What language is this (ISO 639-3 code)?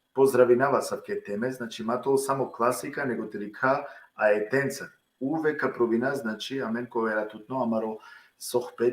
rmn